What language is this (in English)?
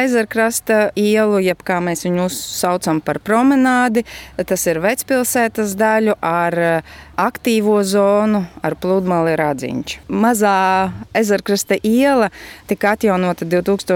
Latvian